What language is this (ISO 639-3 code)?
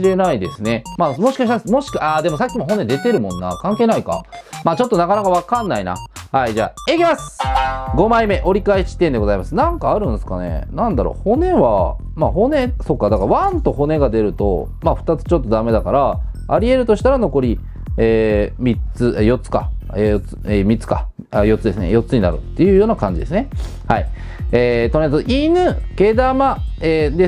jpn